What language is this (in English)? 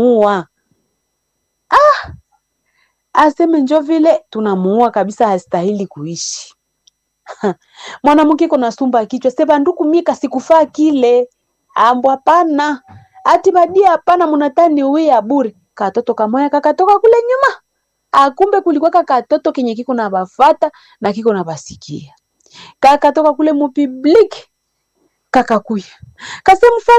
Swahili